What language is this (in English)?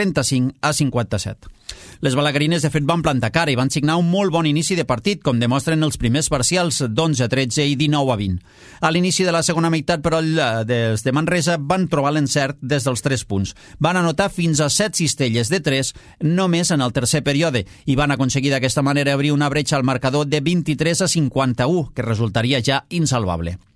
Catalan